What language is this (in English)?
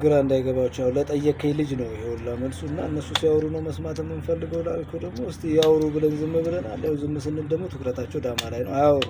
Amharic